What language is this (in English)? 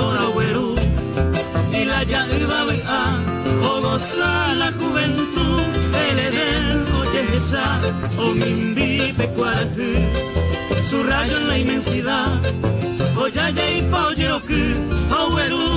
Guarani